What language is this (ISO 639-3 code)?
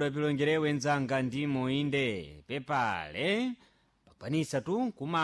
seh